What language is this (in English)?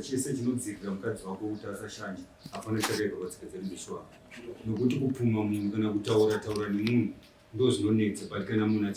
Shona